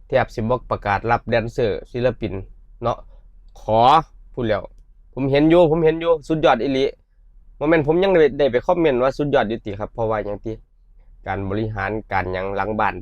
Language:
Northeastern Thai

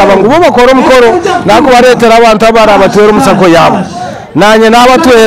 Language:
Nyankole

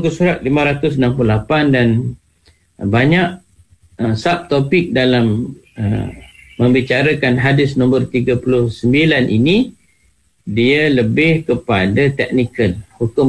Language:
Malay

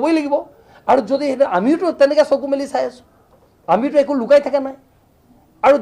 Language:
Assamese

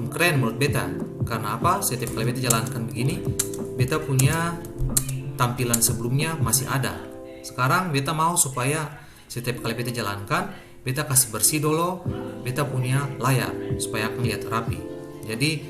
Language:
Ambonese Malay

